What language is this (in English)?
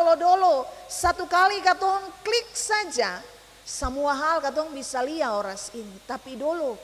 Ambonese Malay